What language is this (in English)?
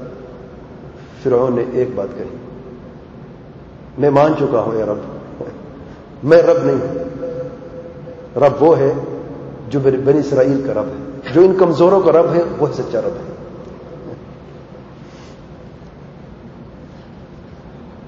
Urdu